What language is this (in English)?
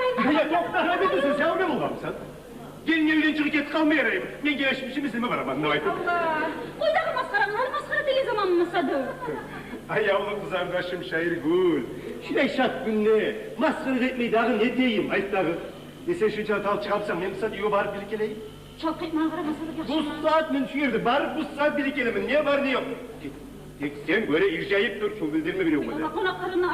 Kumyk